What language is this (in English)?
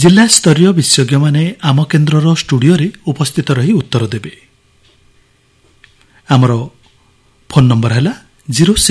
Odia